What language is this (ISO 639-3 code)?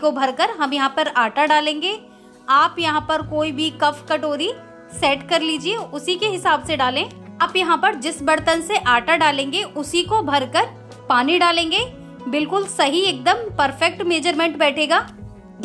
hin